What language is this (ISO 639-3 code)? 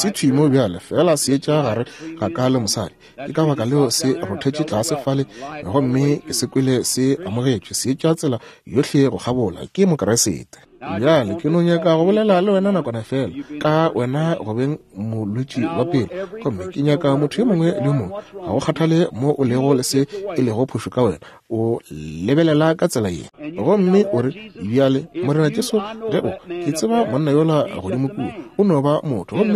nso